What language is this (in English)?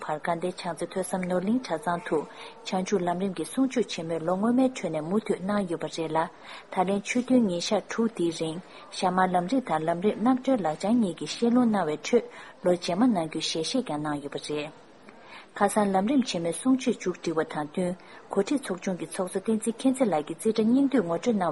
Tibetan